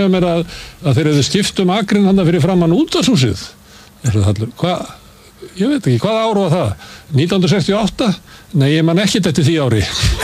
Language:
Icelandic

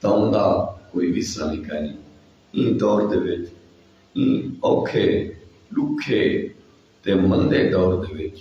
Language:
Saraiki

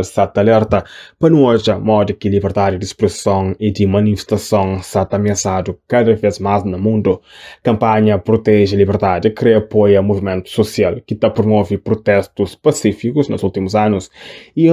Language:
Kabuverdianu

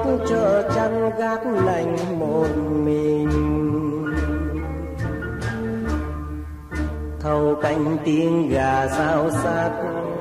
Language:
Vietnamese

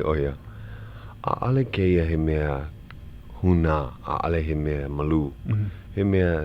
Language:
Hawaiian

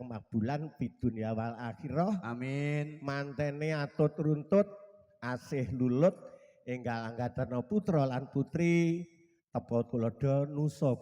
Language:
Javanese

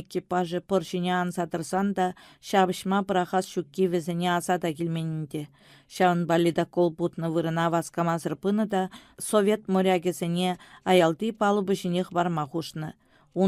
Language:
Chuvash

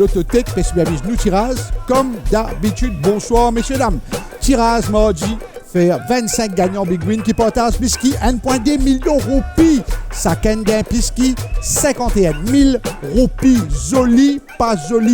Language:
Morisyen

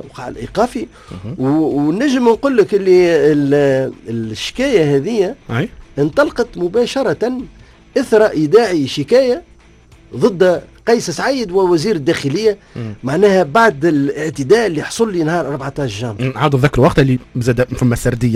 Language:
Tunisian Arabic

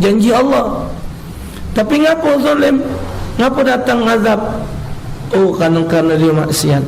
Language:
Musi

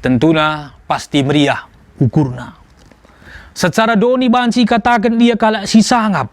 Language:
Batak Karo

